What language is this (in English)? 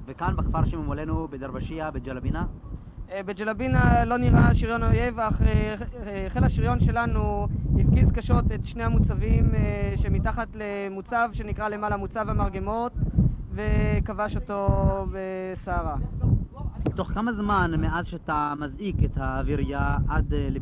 Hebrew